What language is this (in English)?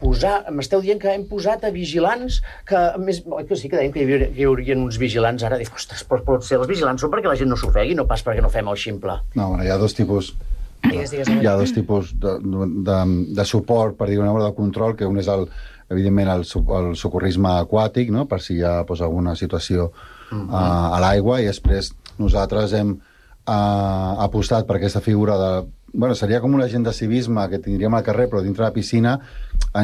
Catalan